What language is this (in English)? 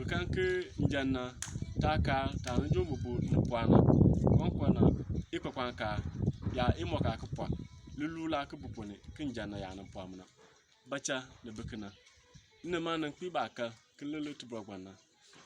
Bimoba